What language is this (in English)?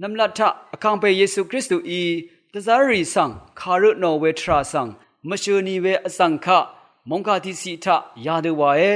Rawang